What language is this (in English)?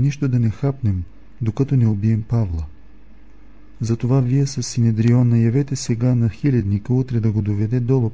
Bulgarian